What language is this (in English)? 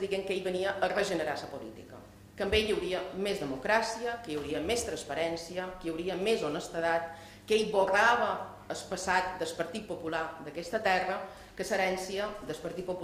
Catalan